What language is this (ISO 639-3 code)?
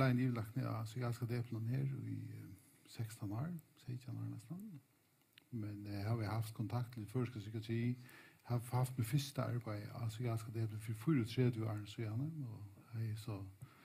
fao